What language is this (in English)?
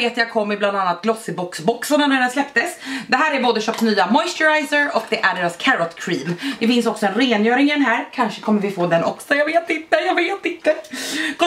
Swedish